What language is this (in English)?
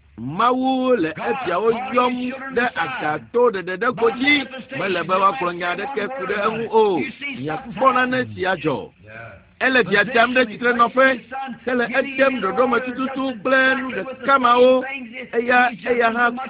Ewe